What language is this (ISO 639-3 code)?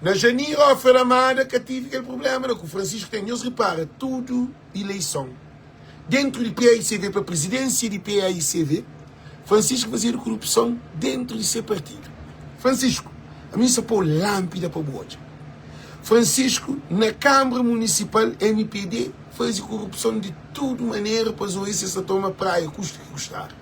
kea